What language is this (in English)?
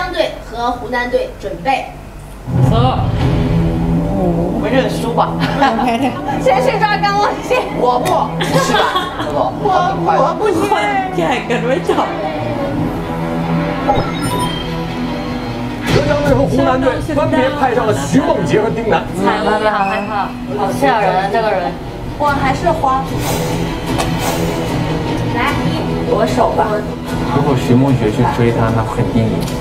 Chinese